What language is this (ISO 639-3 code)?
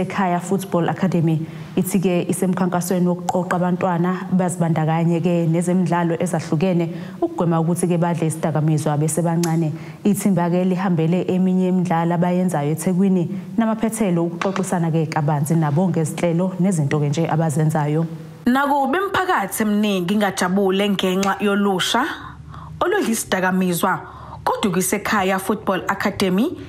zul